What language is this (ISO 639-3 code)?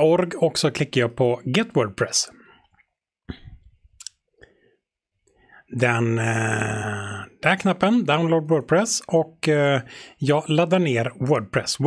swe